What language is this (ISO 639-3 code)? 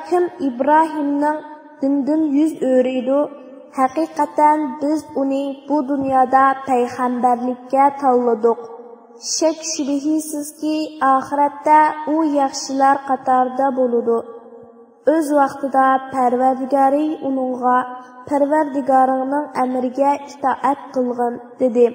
uig